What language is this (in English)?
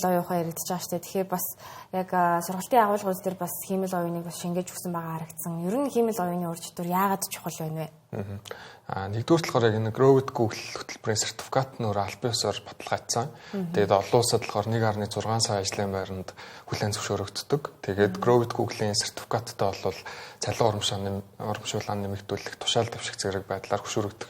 Mongolian